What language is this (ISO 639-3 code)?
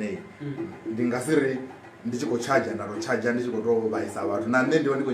ven